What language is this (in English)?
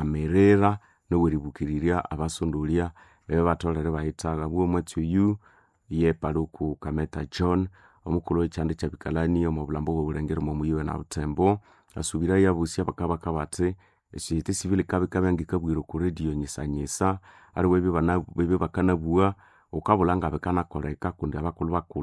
Nande